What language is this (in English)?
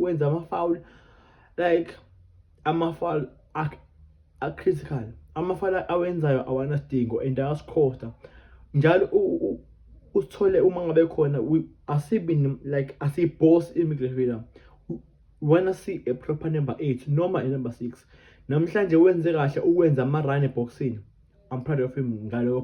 Zulu